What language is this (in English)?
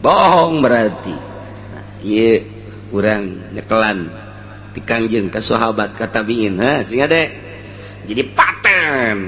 Sundanese